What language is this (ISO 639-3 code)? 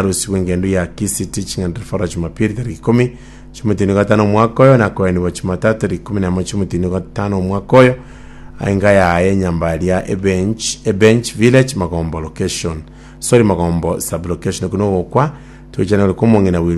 guz